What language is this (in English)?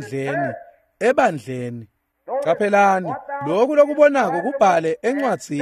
Swati